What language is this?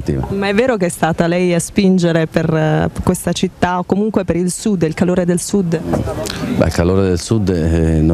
Italian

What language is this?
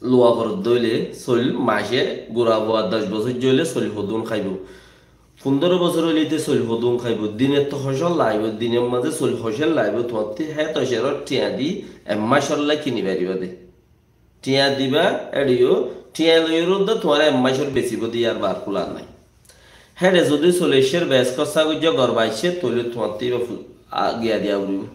Rohingya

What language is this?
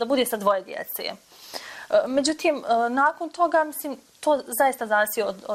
Bosnian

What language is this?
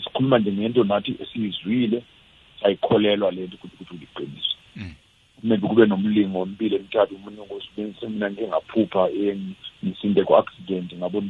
South Ndebele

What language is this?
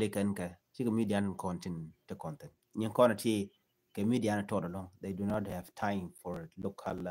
Nuer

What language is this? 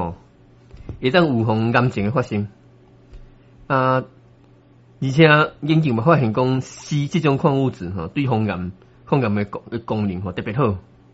Min Nan Chinese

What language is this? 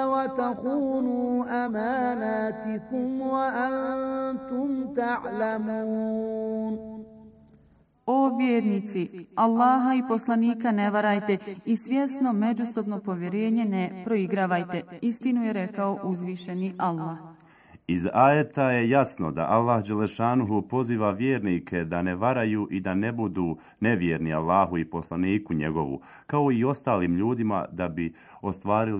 Bosnian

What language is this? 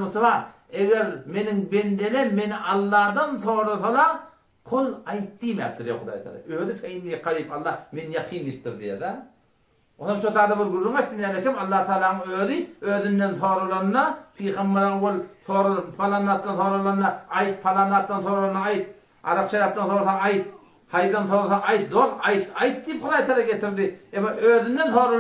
Turkmen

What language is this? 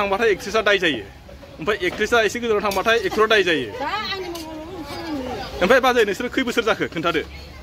Bodo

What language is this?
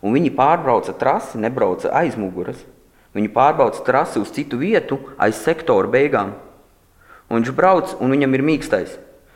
Latvian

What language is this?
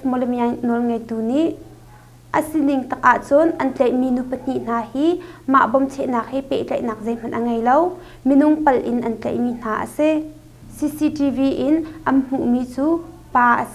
Hakha Chin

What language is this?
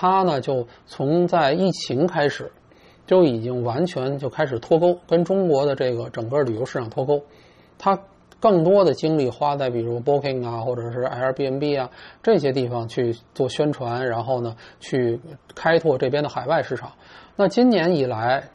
Chinese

